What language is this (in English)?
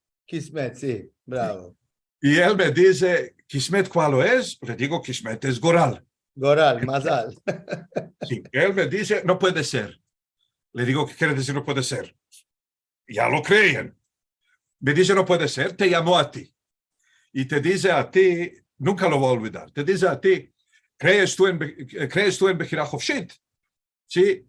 Ladino